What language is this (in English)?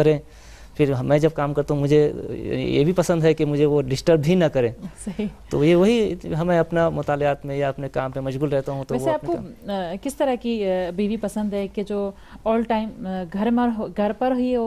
Urdu